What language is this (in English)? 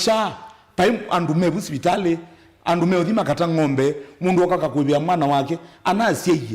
Kamba